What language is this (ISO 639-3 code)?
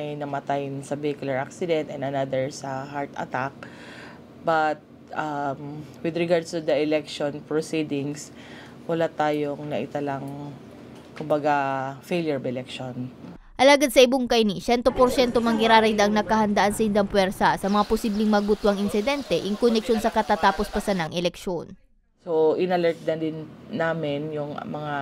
bik